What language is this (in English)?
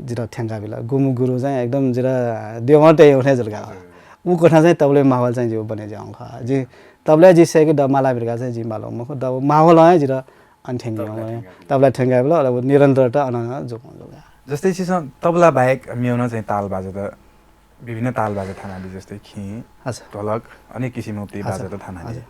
Newari